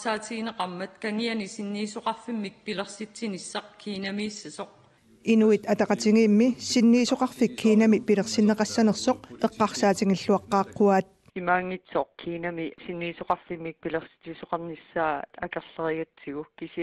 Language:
Kalaallisut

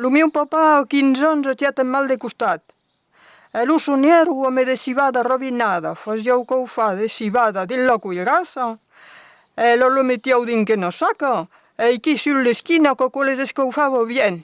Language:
Occitan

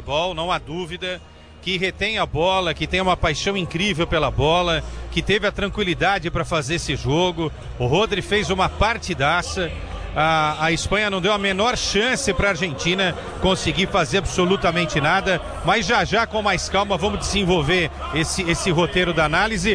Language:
Portuguese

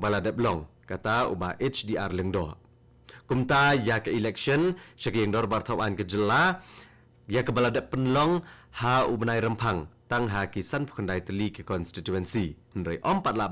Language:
Khasi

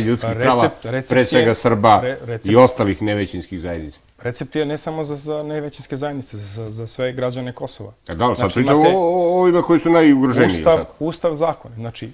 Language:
Serbian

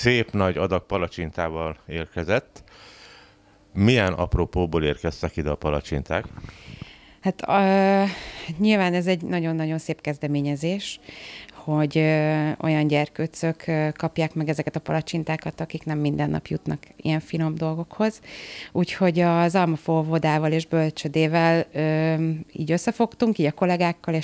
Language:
Hungarian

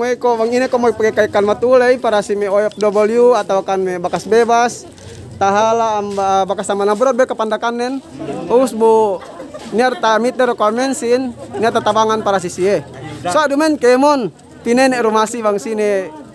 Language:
Yakan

